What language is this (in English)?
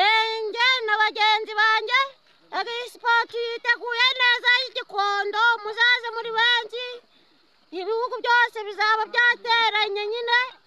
Kinyarwanda